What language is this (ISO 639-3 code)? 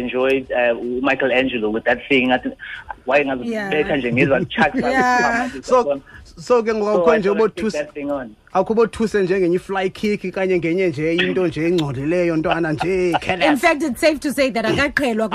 xho